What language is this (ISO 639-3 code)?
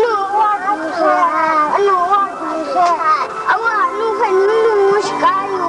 kac